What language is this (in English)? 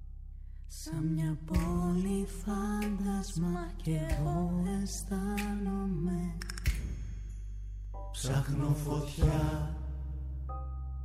Greek